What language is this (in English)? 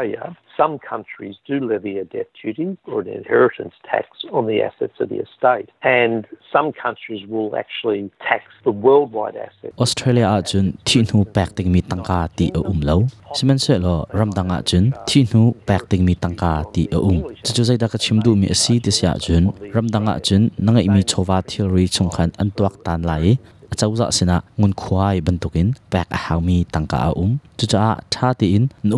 Hakha Chin